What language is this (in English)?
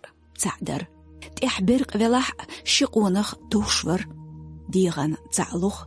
Chechen